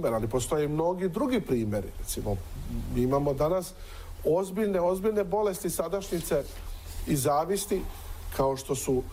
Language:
Serbian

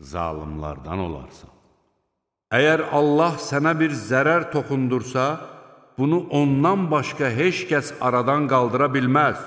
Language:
Azerbaijani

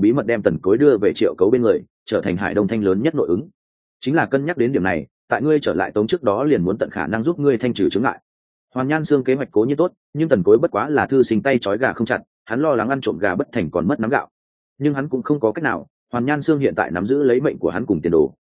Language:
Vietnamese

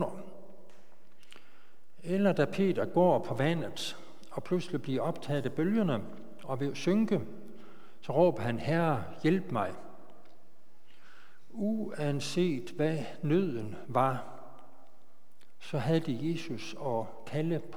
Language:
Danish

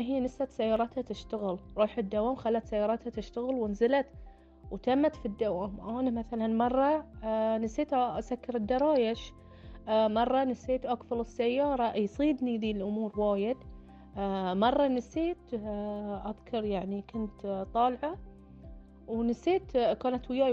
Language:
Gulf Arabic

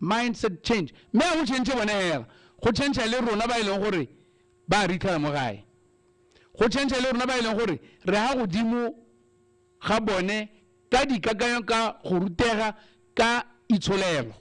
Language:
Tswana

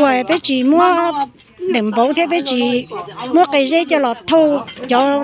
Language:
Hmong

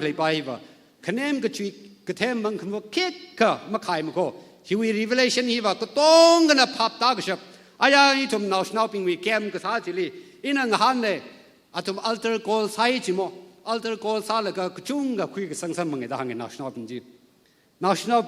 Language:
Tangkhul Naga (India)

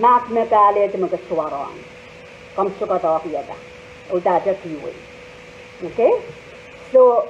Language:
Pohnpeian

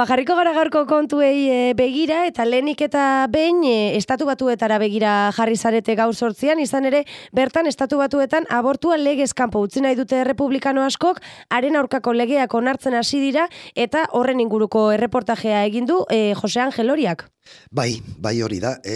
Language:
Basque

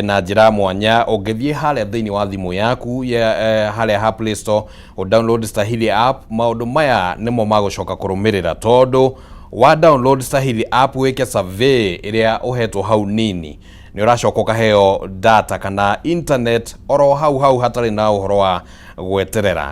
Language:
Kikuyu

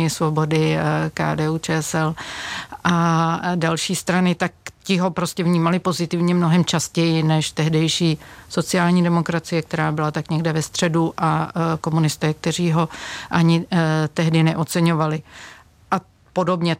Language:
Czech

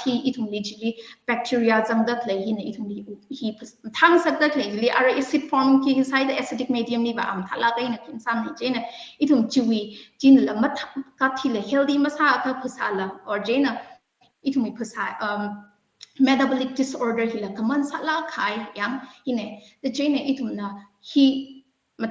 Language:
Tangkhul Naga (India)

